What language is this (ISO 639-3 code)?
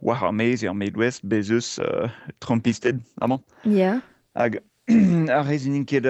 bre